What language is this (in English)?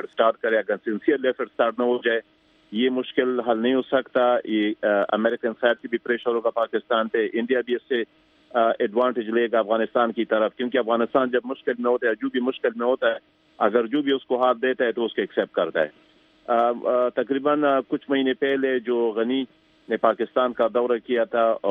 Urdu